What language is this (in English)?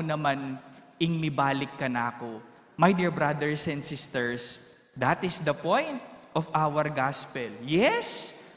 Pampanga